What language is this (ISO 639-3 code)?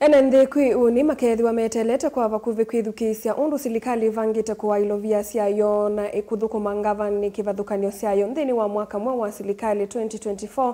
kam